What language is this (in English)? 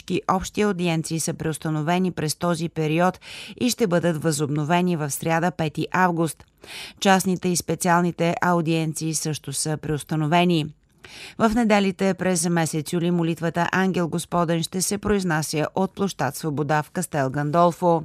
Bulgarian